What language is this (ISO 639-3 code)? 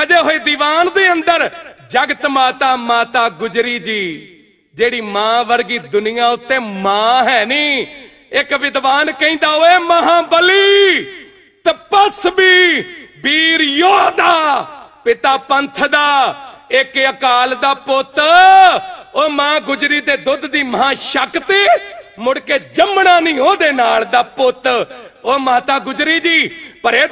pan